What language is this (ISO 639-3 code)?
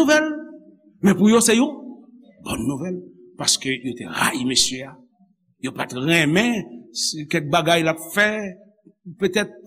hat